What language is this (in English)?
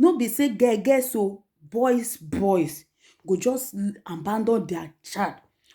Nigerian Pidgin